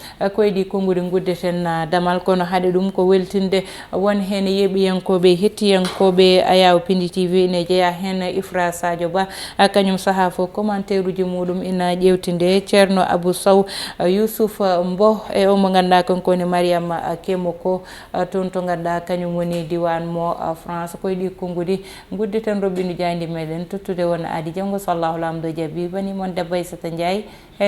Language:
Fula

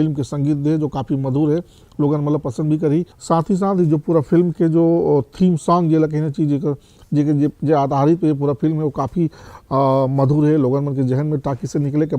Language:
Chhattisgarhi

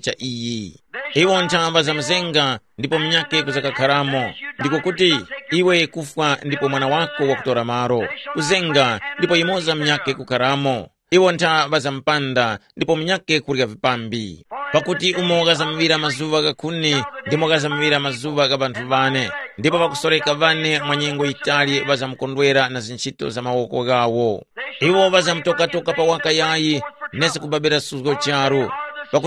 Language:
Tumbuka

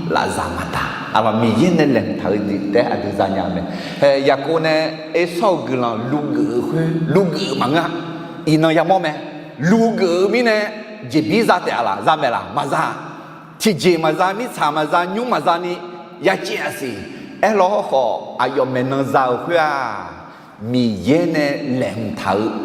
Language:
Akha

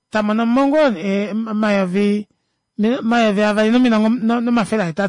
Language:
Kuanyama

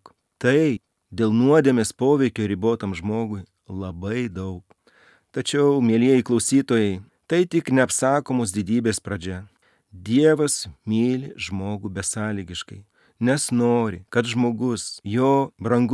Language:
Lithuanian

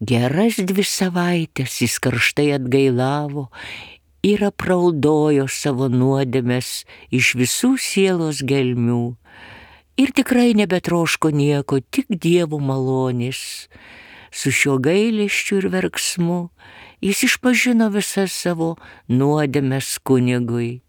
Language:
Lithuanian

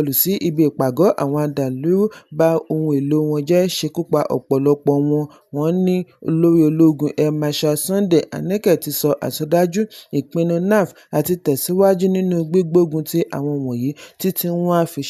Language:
Yoruba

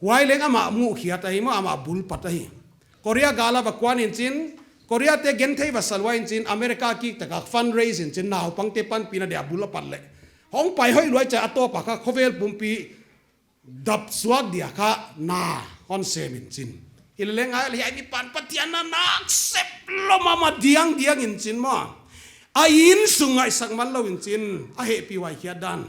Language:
Paite Chin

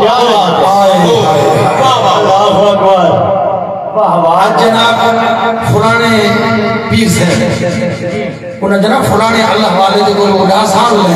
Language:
Saraiki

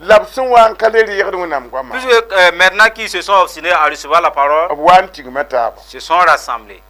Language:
Mossi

